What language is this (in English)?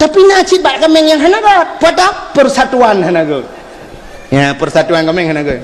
Achinese